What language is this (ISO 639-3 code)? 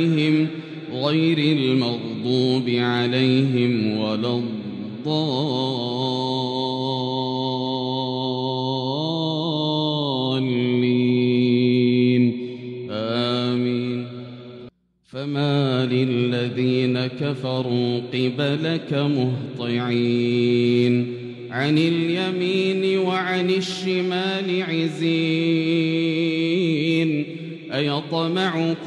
ara